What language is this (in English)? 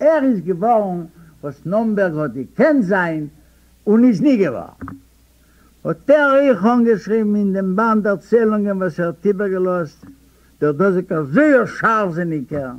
Yiddish